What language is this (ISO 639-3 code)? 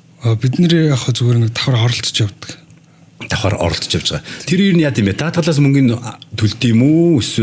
mon